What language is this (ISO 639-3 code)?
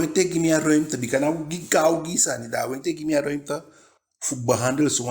djk